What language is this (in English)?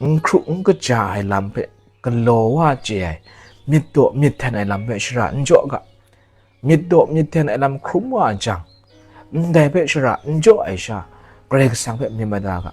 Kachin